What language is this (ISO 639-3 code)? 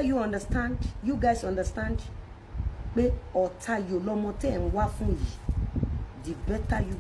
yor